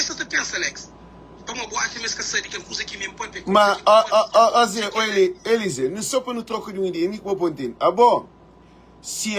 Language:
Kabuverdianu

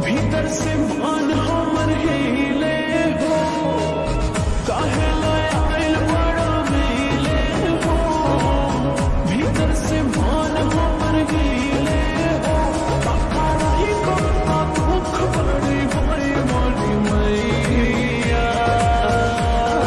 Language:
Bhojpuri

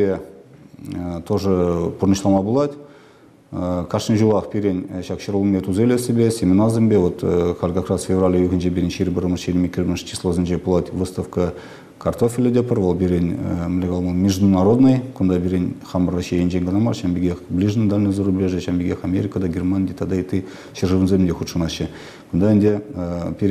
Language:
Chuvash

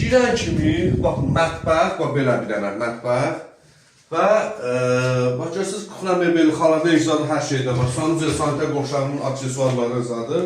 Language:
Azerbaijani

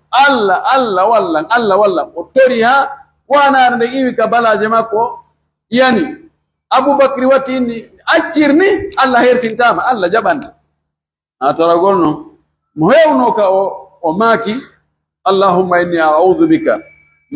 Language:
Pular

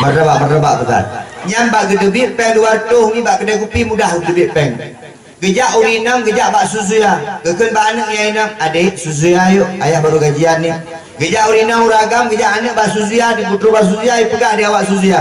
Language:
Achinese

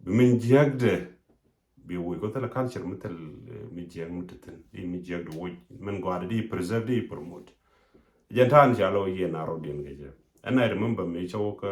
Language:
Nuer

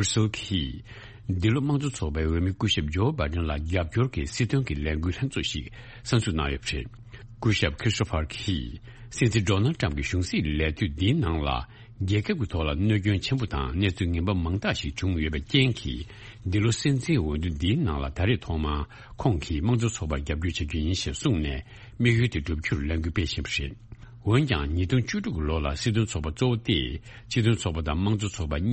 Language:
Tibetan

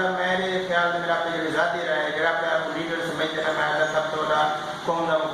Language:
Saraiki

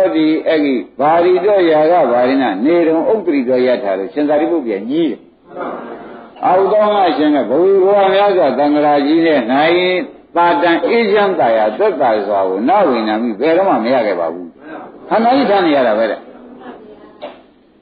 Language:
Burmese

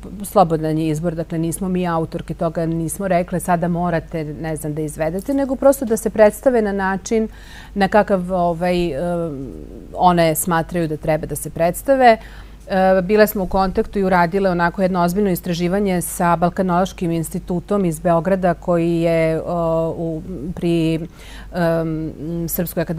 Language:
Serbian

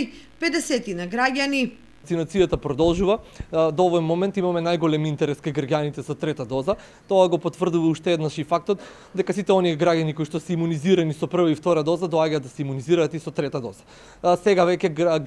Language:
Macedonian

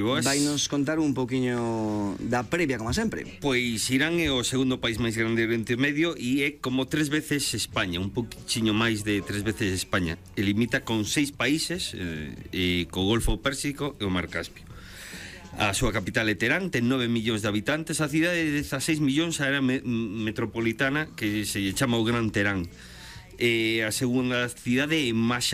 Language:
Galician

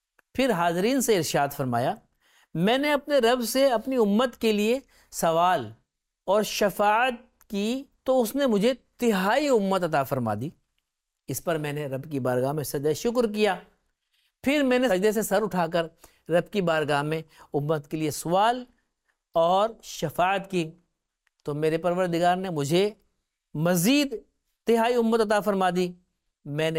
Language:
Urdu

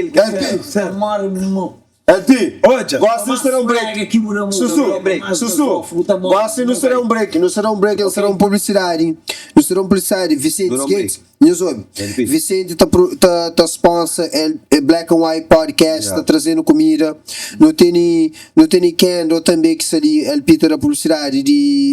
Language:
Kabuverdianu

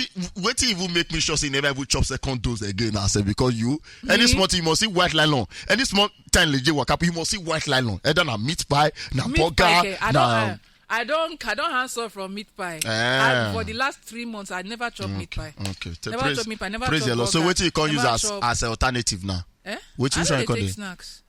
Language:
Nigerian Pidgin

